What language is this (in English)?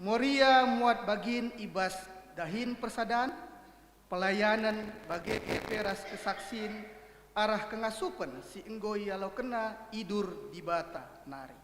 Batak Karo